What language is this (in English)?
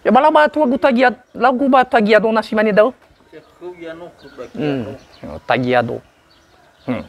Nias